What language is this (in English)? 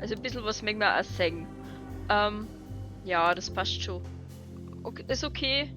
Bavarian